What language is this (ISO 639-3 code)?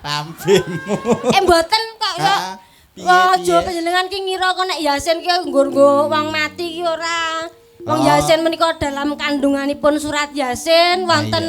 jav